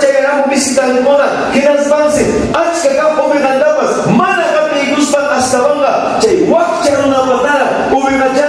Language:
Ayacucho Quechua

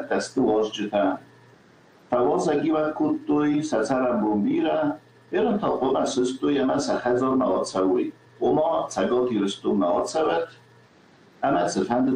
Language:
Ossetic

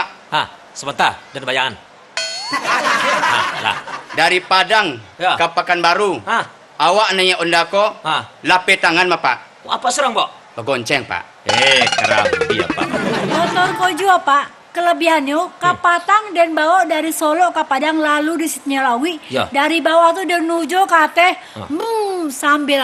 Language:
Minangkabau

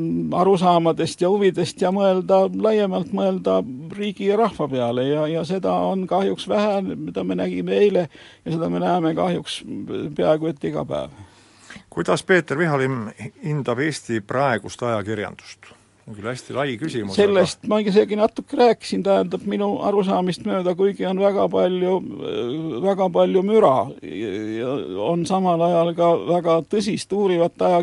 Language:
Estonian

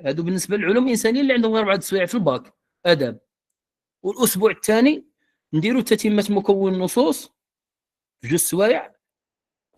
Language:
Moroccan Arabic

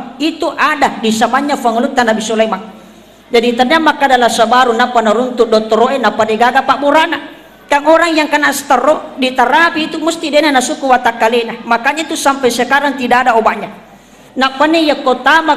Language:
Buginese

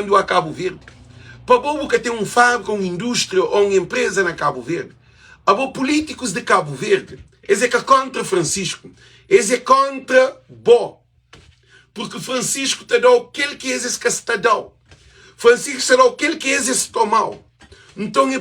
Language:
Kabuverdianu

